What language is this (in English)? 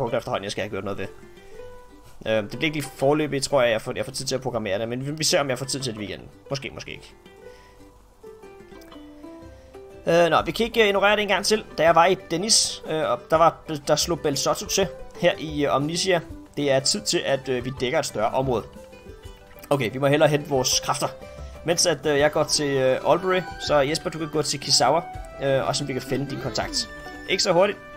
Danish